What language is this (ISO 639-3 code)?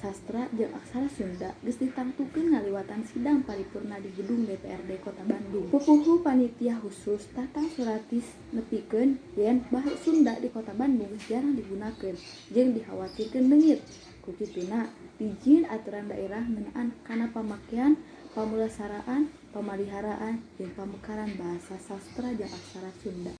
sun